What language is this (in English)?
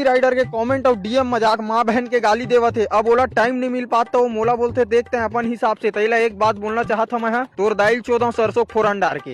Chhattisgarhi